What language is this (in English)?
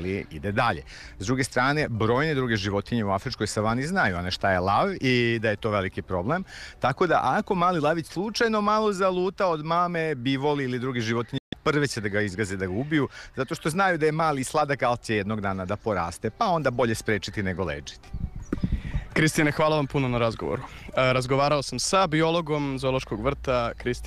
Serbian